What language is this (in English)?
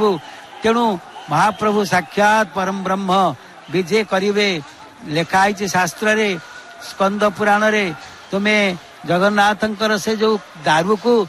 Odia